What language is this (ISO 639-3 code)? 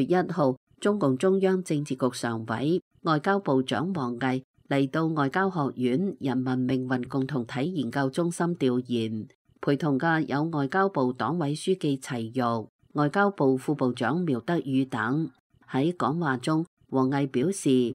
yue